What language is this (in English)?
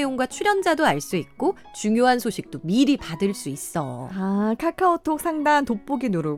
Korean